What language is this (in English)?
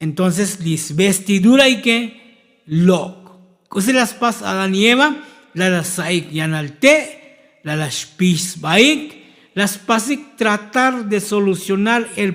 Tzotzil